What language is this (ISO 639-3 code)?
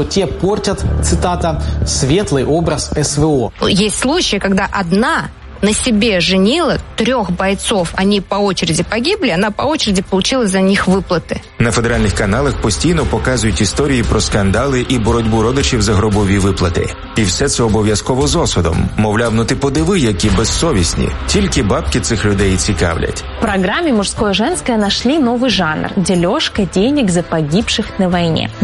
ukr